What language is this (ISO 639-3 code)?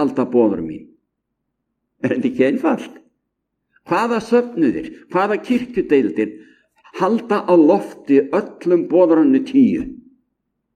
isl